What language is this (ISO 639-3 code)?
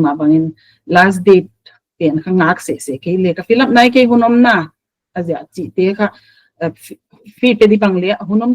pck